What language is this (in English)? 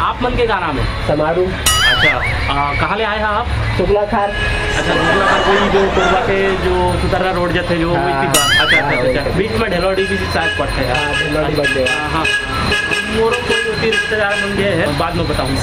Chhattisgarhi